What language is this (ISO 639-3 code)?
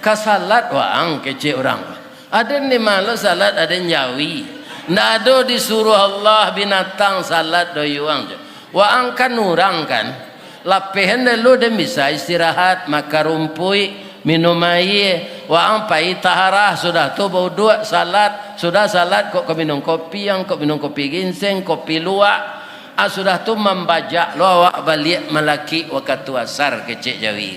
min